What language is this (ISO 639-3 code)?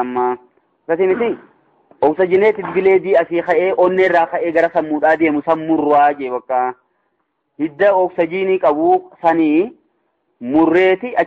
orm